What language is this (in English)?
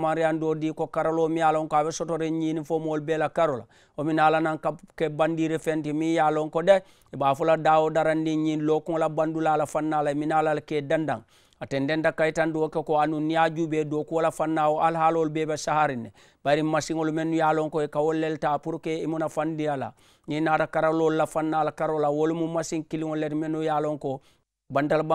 Mandingo